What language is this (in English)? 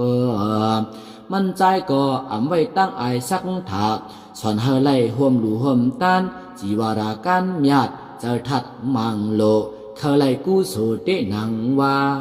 Shan